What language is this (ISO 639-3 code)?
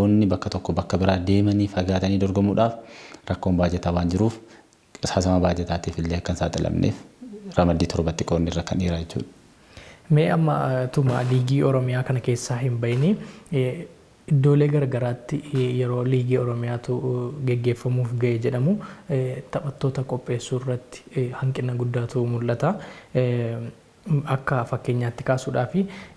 orm